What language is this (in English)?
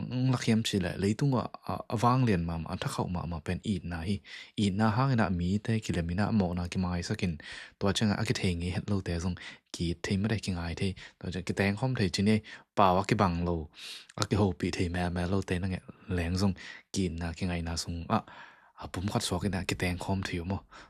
Tedim Chin